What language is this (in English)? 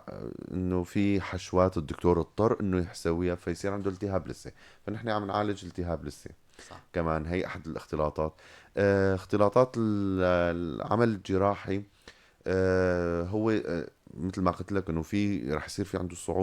North Levantine Arabic